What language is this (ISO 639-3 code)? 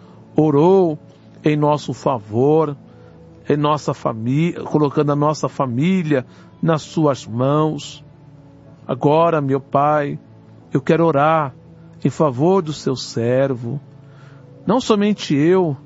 por